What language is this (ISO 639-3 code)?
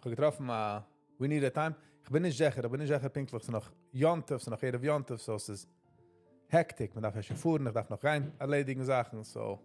yid